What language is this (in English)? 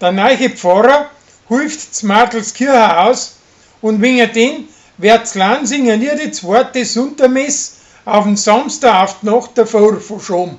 Bavarian